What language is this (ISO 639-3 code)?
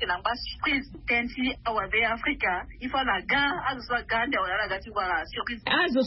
sag